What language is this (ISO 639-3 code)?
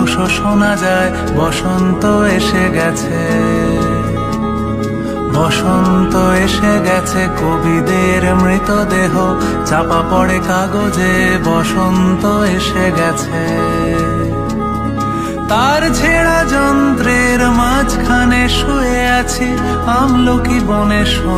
ben